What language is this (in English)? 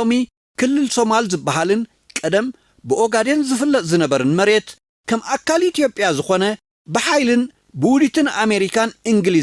Tigrinya